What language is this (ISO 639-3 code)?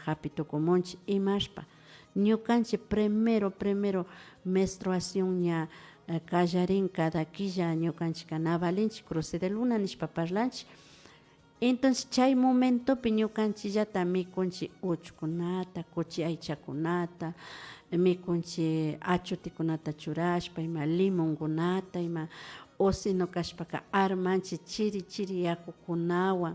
qvi